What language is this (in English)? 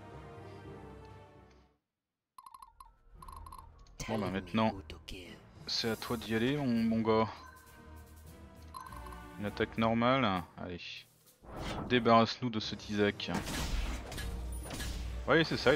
French